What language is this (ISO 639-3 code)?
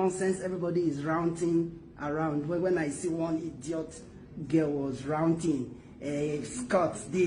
pcm